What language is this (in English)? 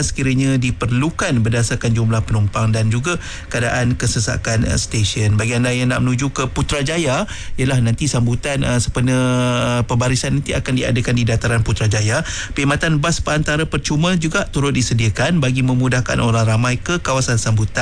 Malay